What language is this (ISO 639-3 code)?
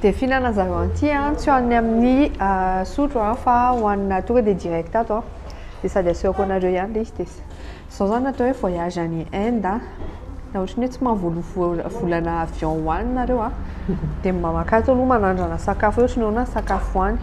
mlg